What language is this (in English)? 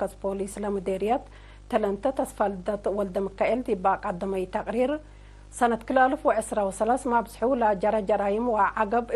Tigre